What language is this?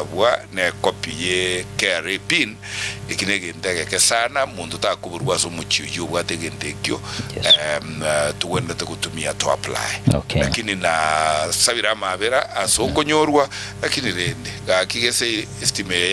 Gusii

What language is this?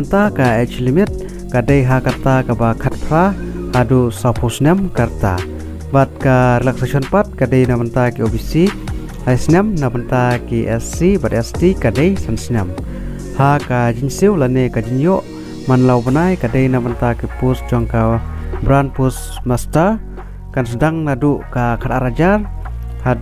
Khasi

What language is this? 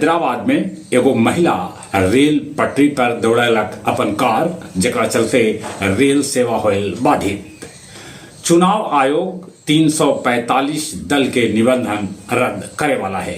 Magahi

